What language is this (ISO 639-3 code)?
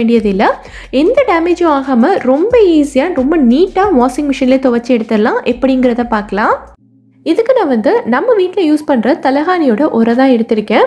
tam